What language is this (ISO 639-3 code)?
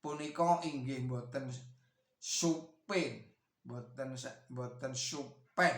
jav